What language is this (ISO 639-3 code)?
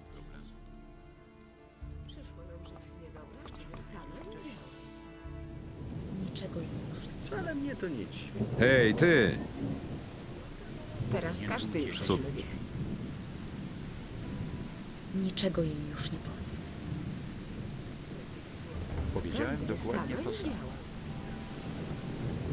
pol